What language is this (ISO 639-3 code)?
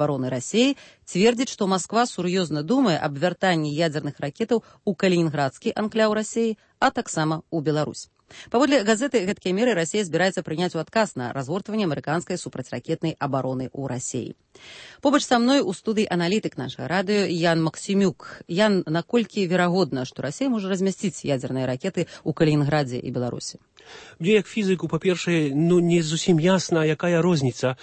bel